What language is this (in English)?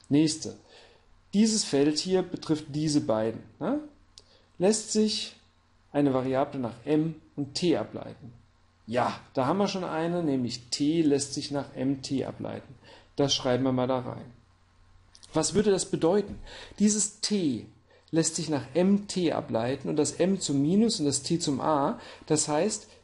German